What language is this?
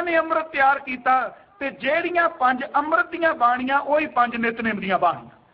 Punjabi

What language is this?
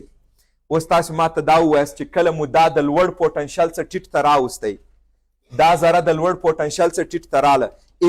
Pashto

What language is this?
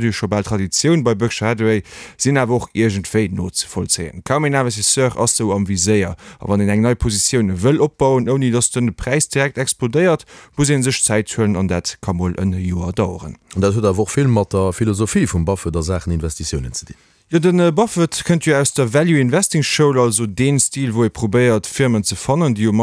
Luxembourgish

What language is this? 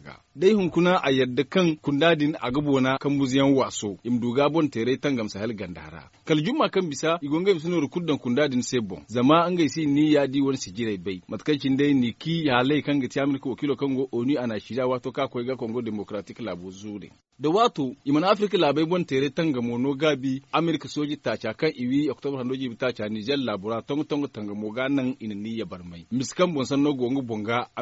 Zarma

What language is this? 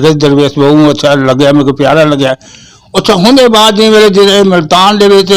Saraiki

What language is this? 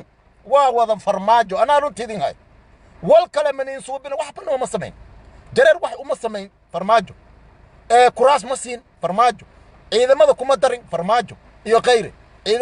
Somali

